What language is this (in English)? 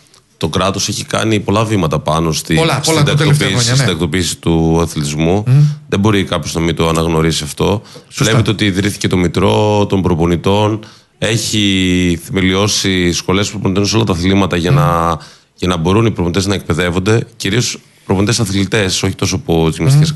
Greek